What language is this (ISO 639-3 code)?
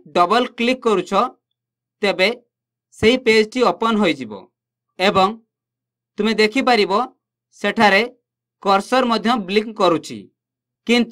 ori